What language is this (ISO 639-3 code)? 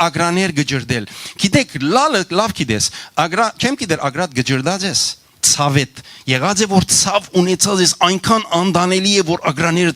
hyw